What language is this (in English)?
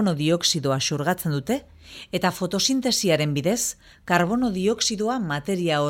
Basque